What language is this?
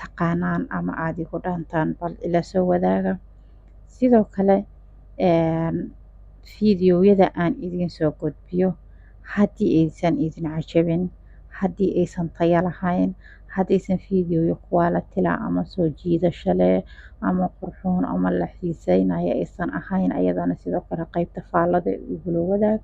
Somali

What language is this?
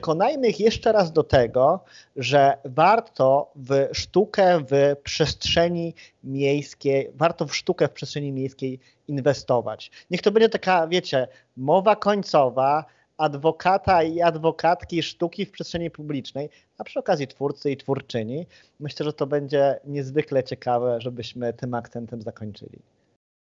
Polish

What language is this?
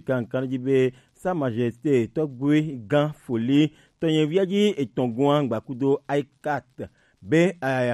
Gen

